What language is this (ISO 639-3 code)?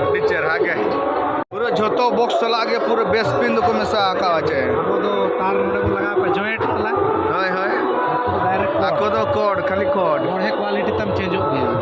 sat